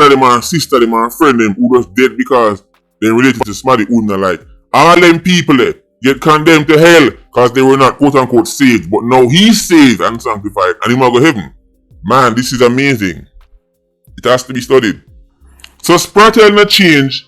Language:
Jamaican Creole English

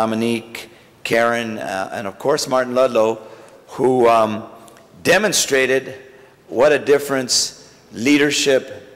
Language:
English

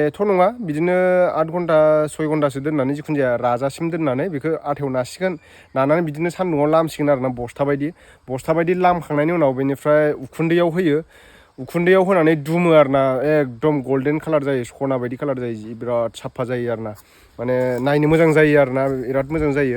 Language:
Bodo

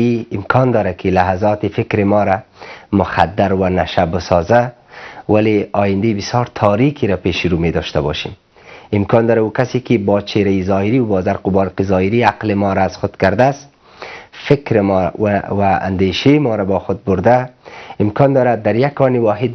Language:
Persian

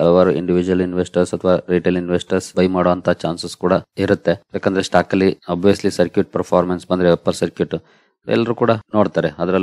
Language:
Kannada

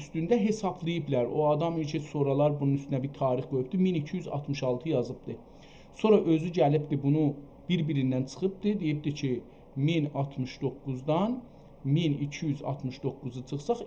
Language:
South Azerbaijani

